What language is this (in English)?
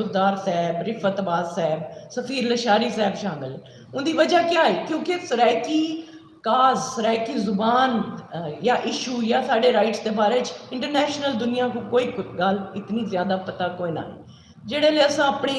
Saraiki